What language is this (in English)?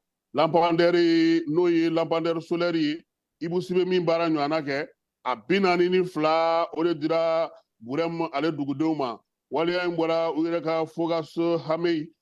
Bambara